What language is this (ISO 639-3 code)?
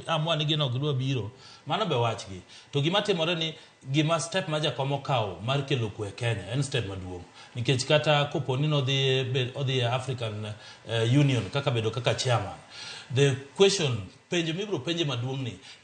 luo